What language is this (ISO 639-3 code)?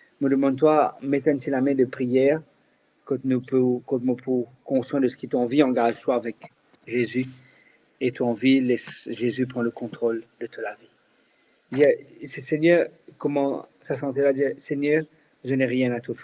mfe